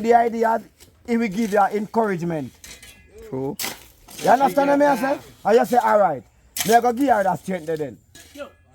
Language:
Jamaican Creole English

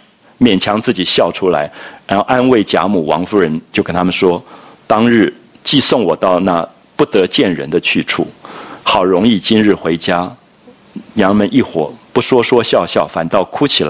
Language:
Chinese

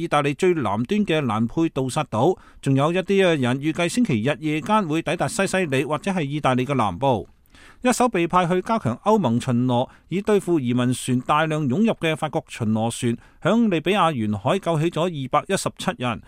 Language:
Cantonese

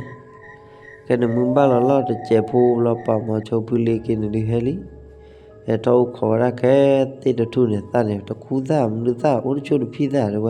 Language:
S'gaw Karen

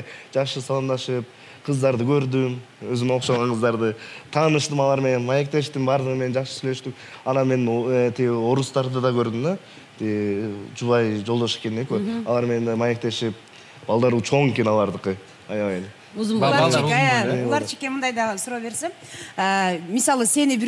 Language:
Kyrgyz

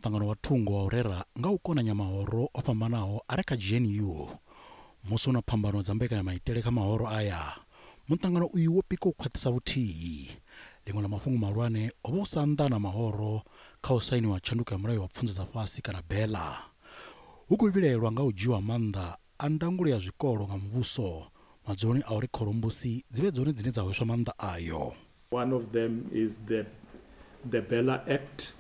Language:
Venda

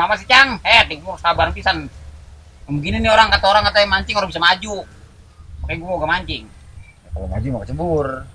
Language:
Betawi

